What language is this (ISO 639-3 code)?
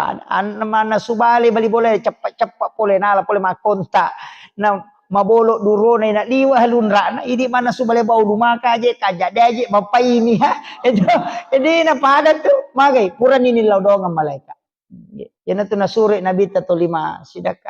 bug